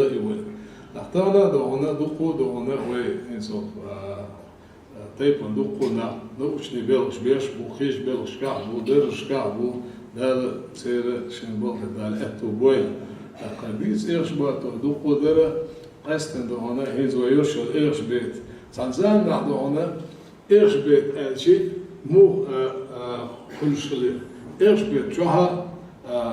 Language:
Chechen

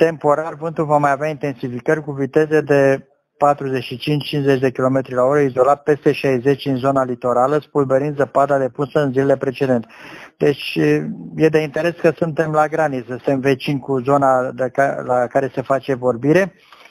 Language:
Romanian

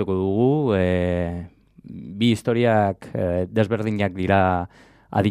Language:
Basque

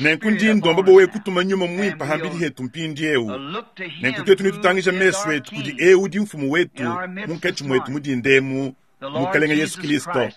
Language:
Luba-Lulua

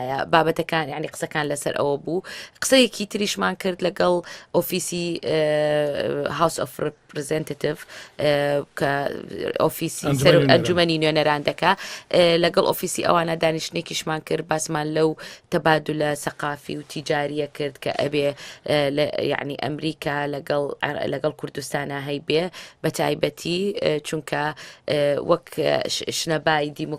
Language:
Central Kurdish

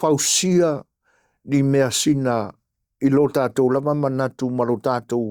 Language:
Samoan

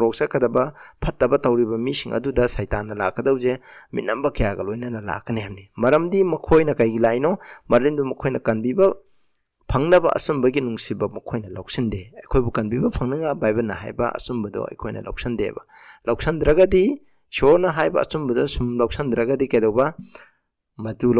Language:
Manipuri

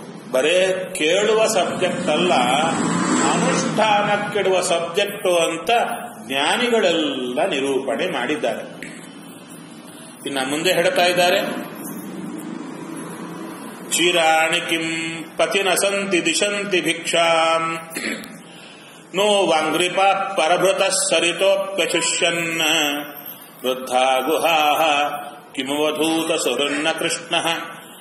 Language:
Kannada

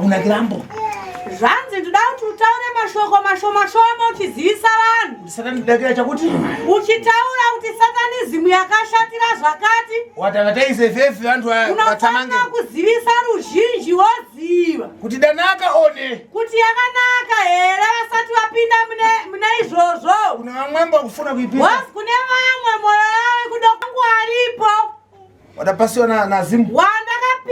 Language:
Shona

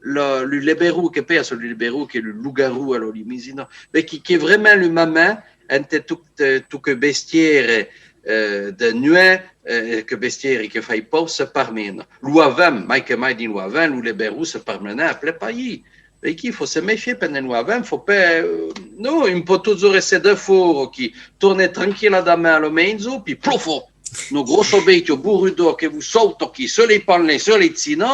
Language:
Occitan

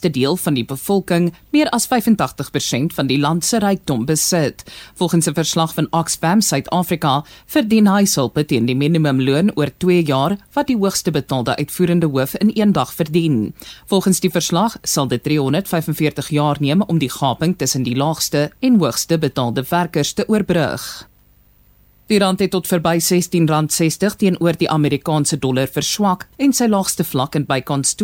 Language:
Afrikaans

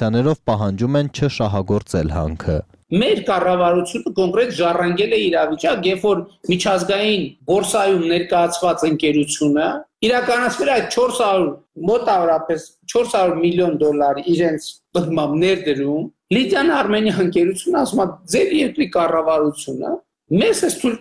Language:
Armenian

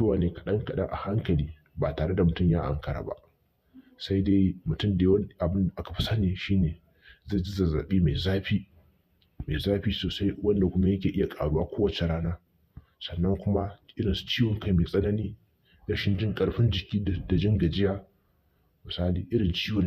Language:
Hausa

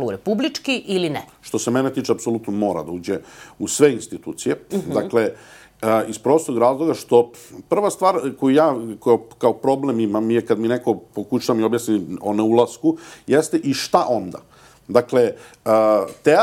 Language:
Serbian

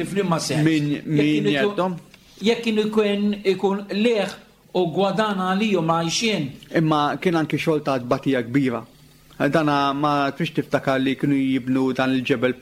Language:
Maltese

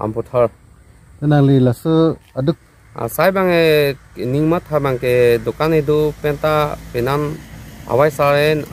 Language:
Karbi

